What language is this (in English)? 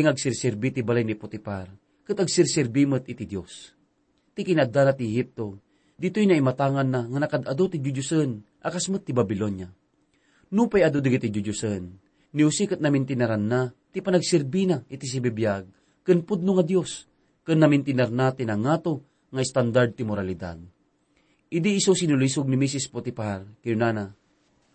Iloko